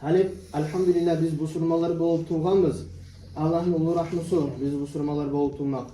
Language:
Kumyk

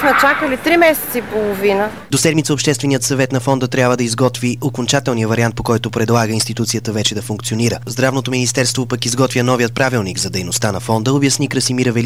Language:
Bulgarian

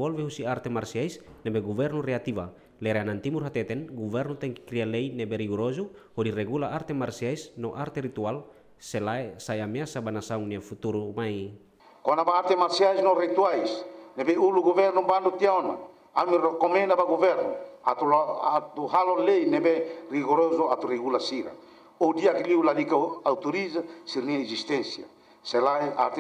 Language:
Tetum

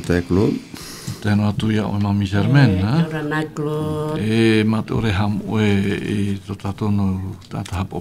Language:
Tahitian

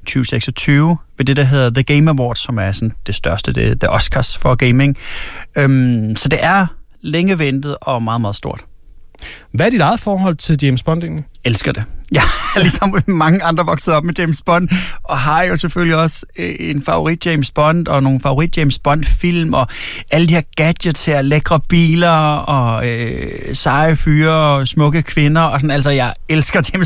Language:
Danish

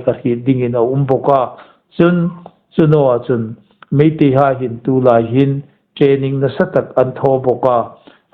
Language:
Hmar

